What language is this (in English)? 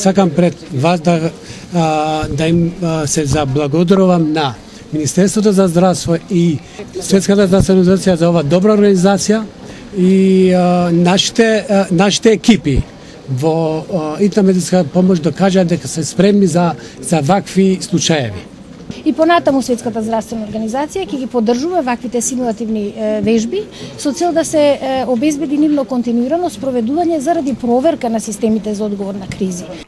Macedonian